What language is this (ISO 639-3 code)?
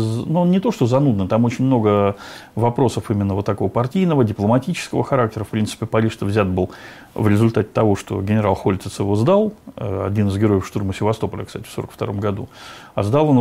rus